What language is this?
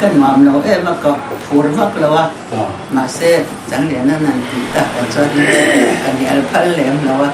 Mizo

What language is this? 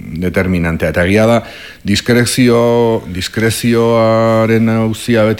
Basque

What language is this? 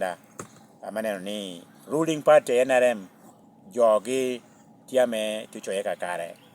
Lango (Uganda)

